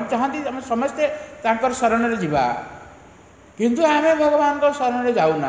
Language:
Odia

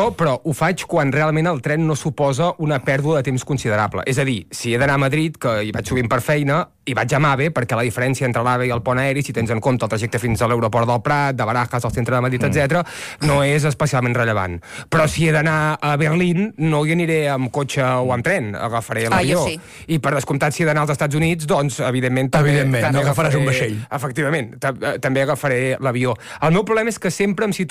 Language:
Catalan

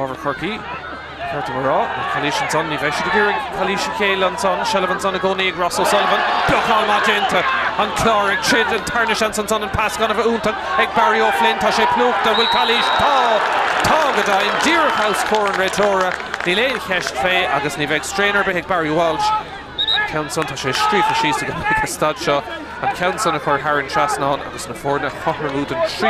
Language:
Irish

